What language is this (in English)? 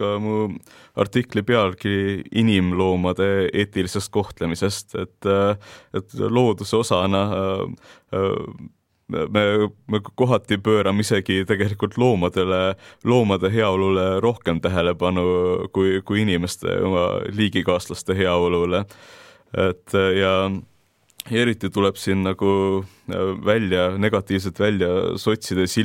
Estonian